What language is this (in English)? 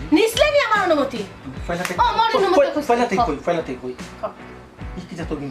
Sylheti